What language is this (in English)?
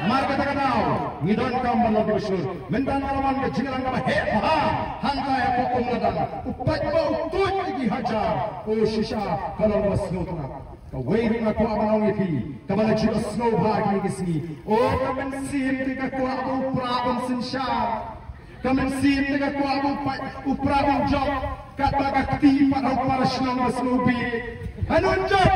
Khasi